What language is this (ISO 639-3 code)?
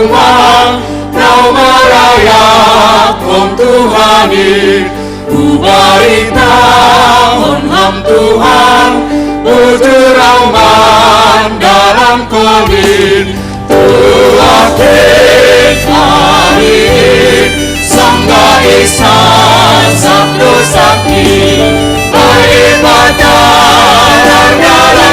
bts